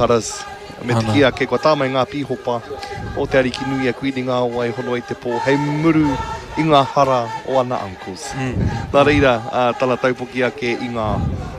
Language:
Māori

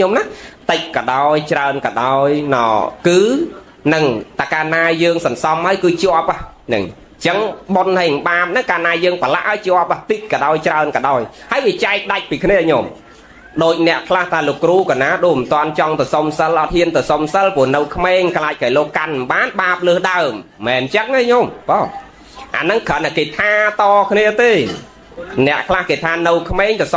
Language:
Khmer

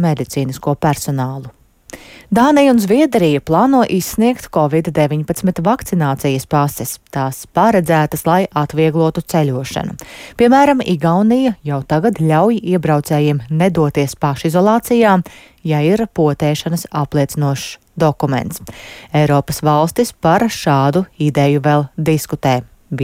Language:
Latvian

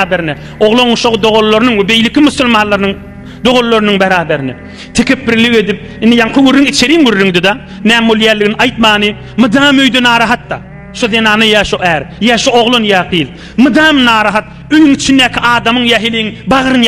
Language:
Turkmen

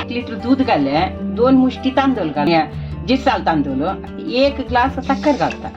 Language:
Konkani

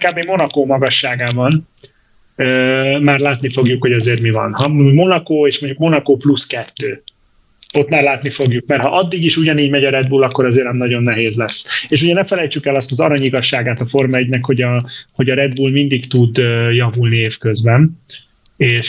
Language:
Hungarian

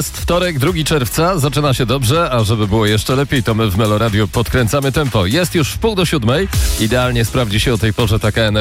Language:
Polish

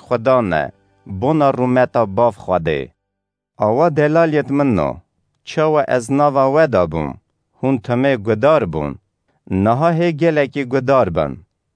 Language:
Kurdish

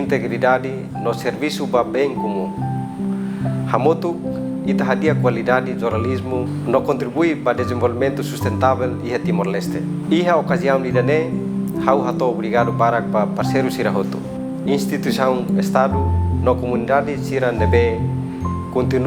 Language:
Tetum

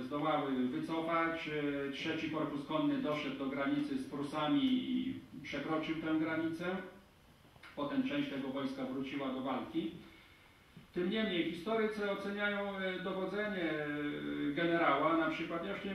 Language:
Polish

